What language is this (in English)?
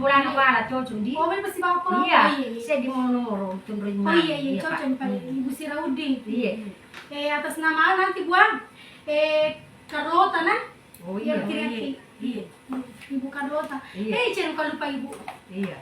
Buginese